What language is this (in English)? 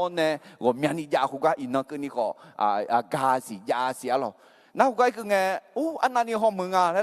Akha